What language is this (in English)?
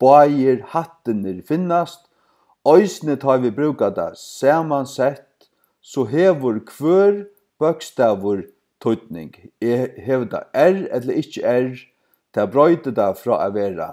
Faroese